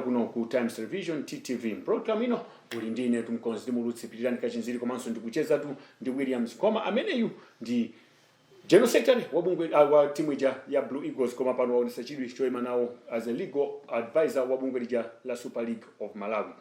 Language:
Nyanja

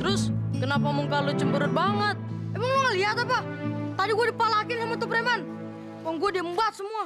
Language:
Betawi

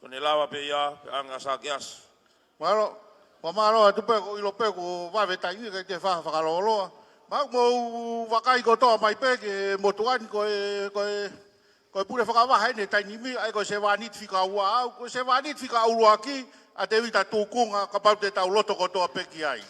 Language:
Tongan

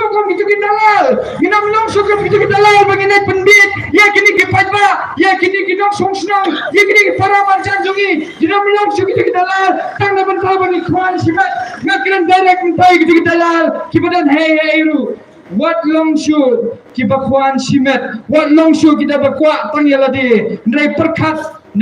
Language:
Khasi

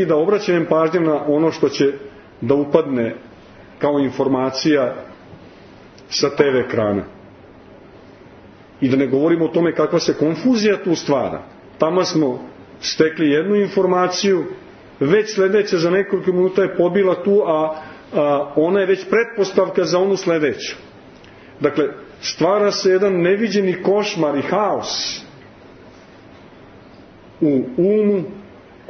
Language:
Serbian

